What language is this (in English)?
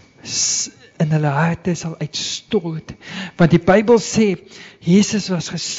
Afrikaans